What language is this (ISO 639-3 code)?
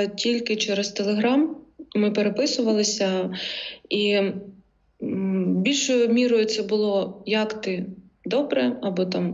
ukr